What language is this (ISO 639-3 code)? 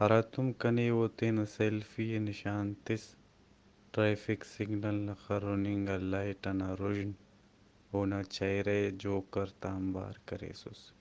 brh